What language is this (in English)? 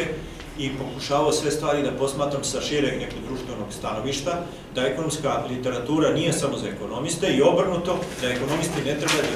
Serbian